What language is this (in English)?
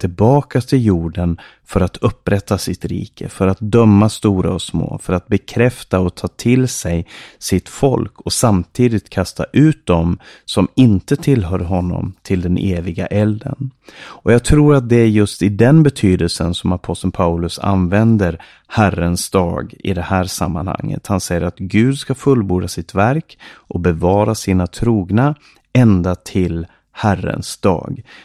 Swedish